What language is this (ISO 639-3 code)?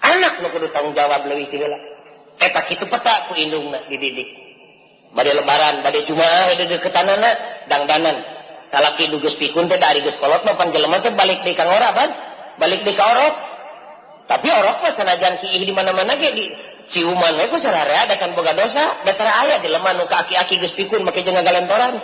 sun